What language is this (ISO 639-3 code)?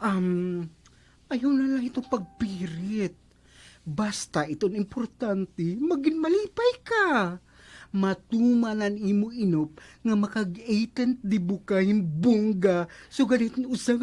war